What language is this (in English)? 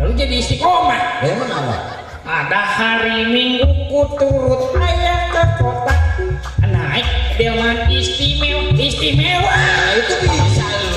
Betawi